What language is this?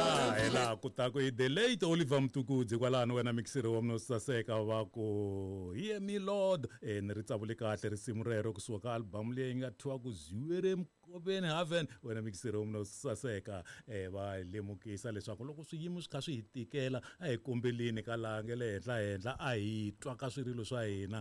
Tsonga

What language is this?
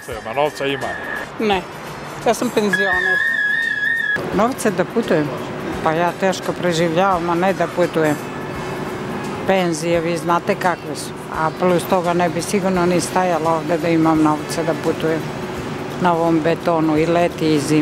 Serbian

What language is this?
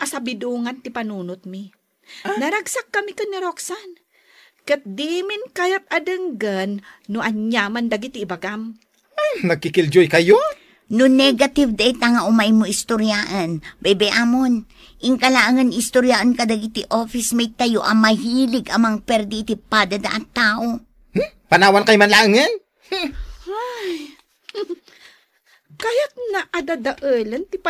Iloko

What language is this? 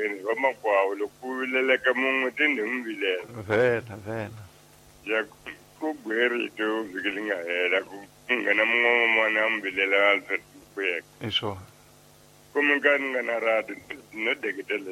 Tsonga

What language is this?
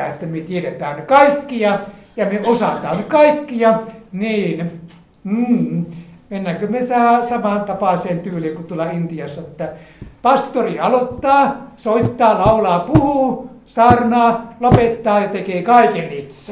Finnish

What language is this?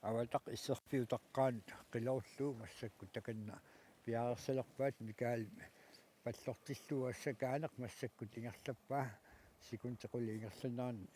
Kalaallisut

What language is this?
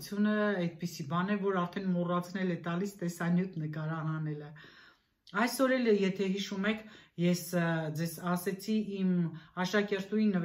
Armenian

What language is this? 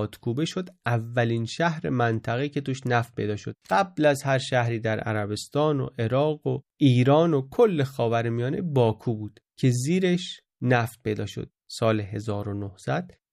Persian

